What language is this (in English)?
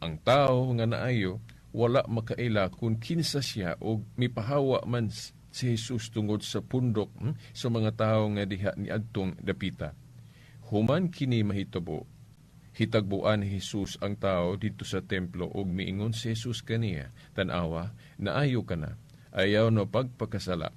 Cebuano